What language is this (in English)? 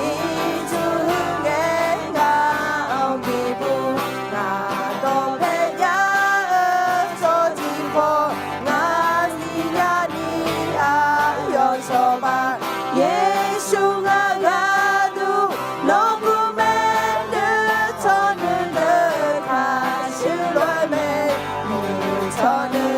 Akha